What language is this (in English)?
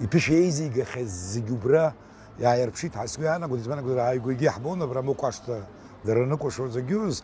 Abkhazian